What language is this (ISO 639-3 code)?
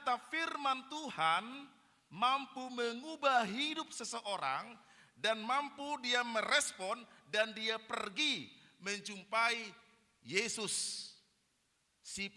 bbc